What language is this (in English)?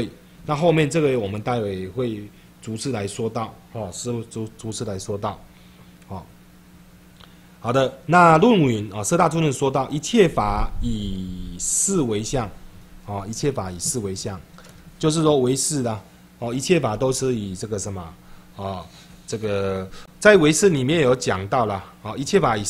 Chinese